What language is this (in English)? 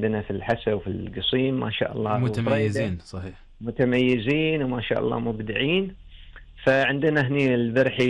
Gulf Arabic